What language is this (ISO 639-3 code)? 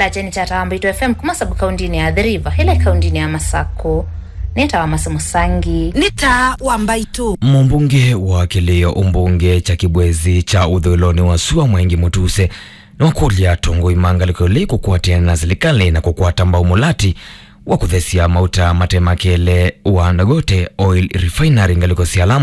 kam